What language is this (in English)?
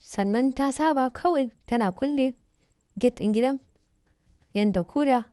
Hausa